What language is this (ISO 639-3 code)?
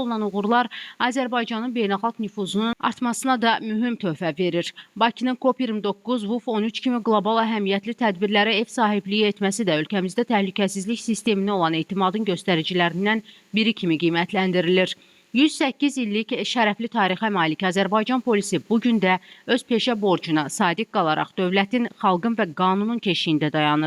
aze